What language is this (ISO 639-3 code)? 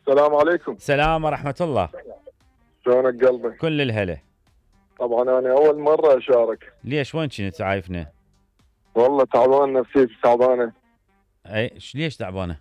acm